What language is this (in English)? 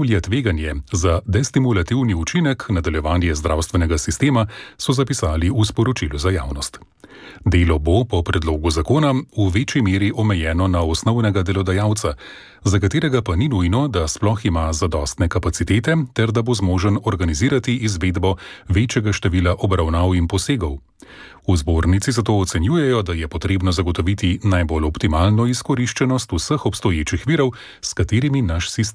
Slovenian